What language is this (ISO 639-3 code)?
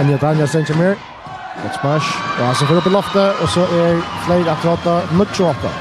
fao